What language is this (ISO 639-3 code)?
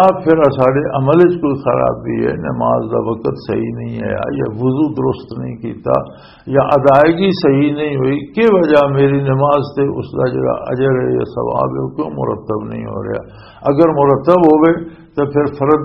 lah